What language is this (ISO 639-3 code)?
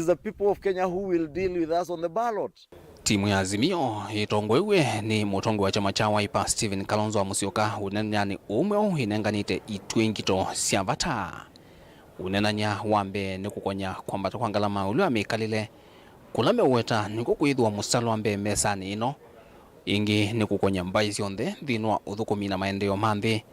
kam